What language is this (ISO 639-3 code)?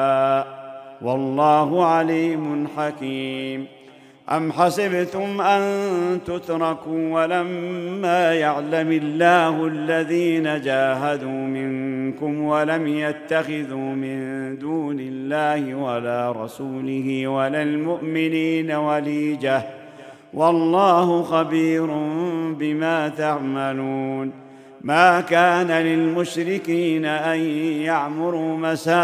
ara